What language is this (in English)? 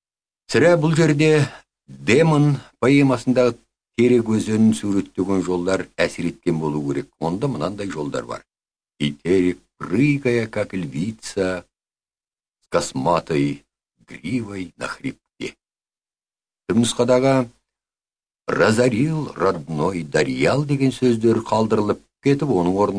Kazakh